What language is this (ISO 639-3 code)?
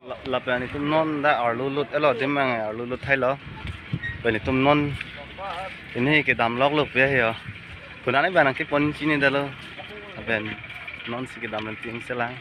mjw